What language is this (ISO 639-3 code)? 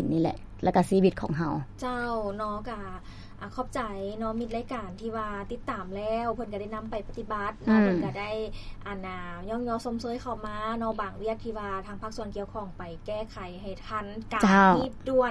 lao